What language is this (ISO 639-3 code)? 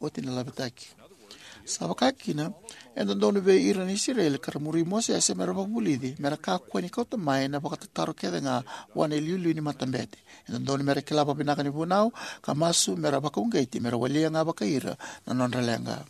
fij